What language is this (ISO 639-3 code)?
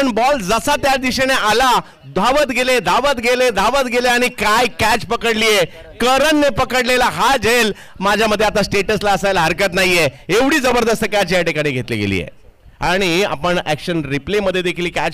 mar